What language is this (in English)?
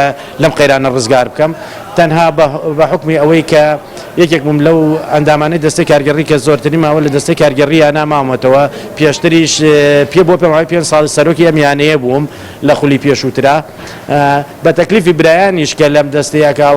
Central Kurdish